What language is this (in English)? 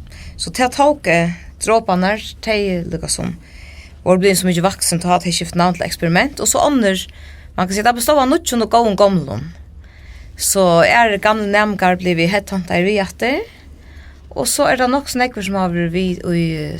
Faroese